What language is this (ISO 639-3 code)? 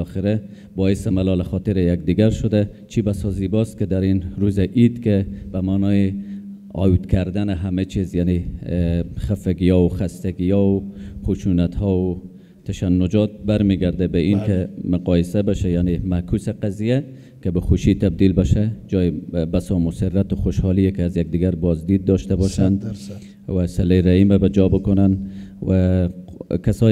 fas